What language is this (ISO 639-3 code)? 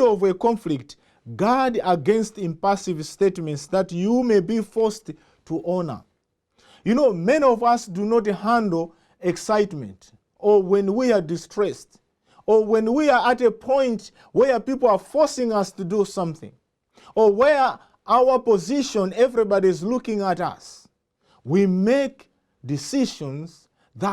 eng